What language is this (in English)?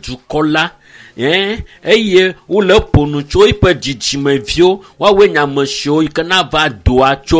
Ewe